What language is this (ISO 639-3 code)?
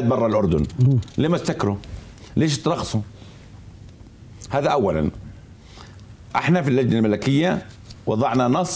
ajp